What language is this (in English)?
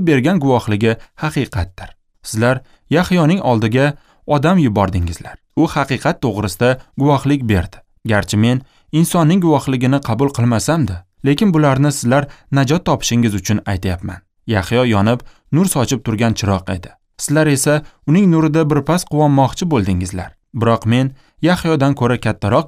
Uzbek